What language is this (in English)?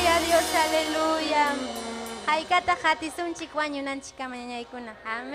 Ayacucho Quechua